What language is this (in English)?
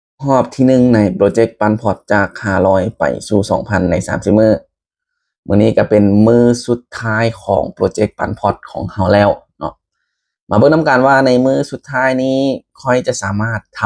Lao